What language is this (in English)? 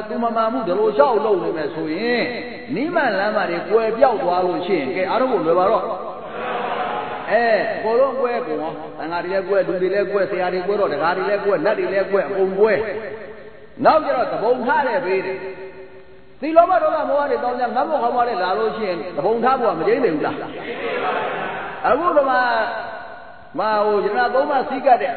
Burmese